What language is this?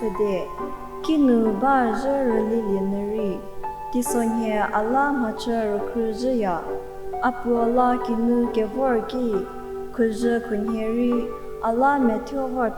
Angami Naga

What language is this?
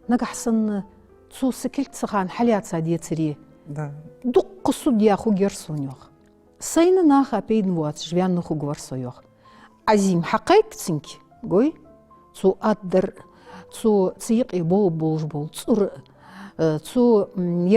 Ingush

